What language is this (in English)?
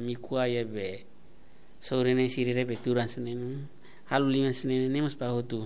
Tetum